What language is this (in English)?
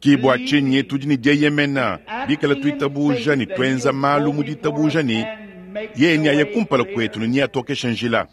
Luba-Lulua